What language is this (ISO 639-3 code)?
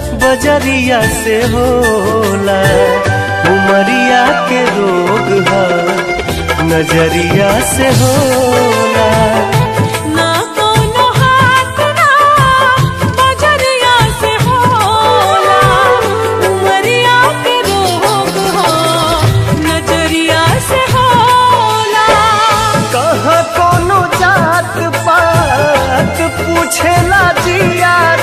bho